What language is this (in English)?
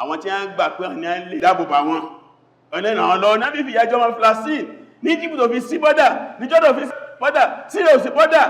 Yoruba